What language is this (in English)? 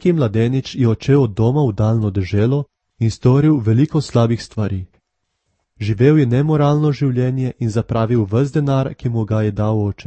Slovenian